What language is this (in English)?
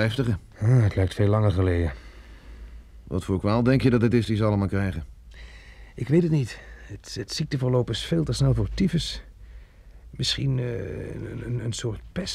Dutch